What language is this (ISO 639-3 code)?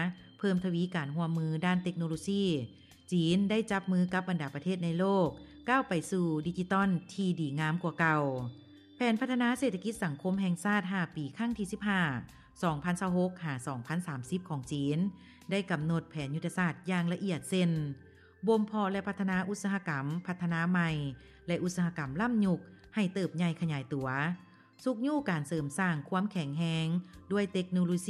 lao